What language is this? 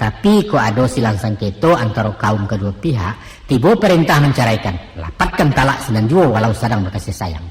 Minangkabau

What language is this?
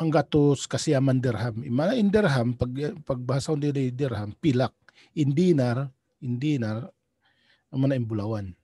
Tausug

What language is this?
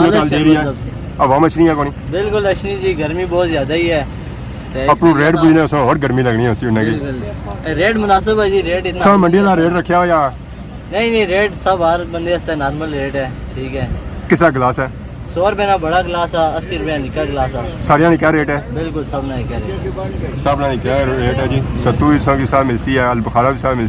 Pahari-Potwari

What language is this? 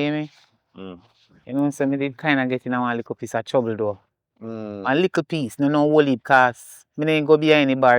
Jamaican Creole English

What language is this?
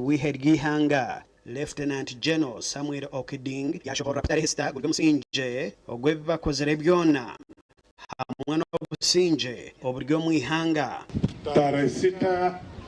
Nyankole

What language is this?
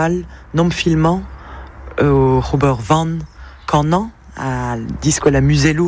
Breton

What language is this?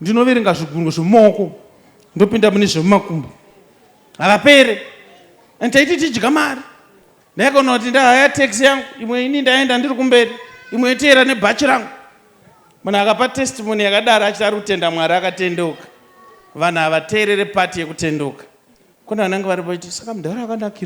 Shona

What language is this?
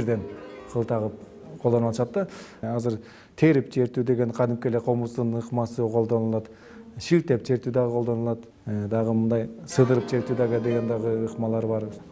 Kyrgyz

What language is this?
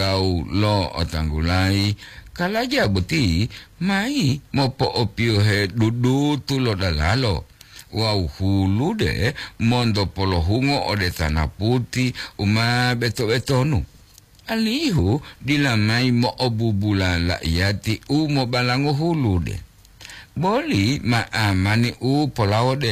Gorontalo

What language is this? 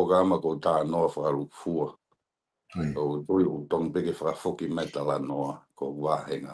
Tongan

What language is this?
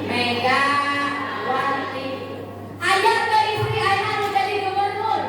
Sundanese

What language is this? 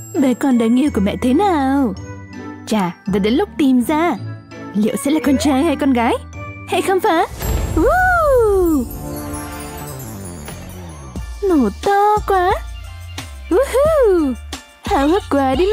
Vietnamese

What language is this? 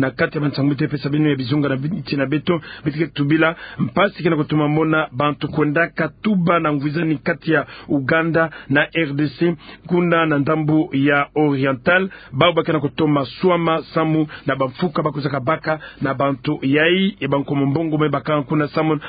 Kituba (Democratic Republic of Congo)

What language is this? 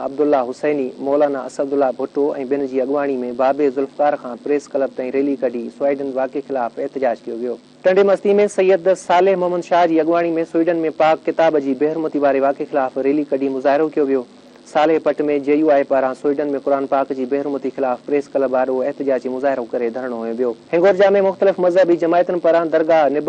Sindhi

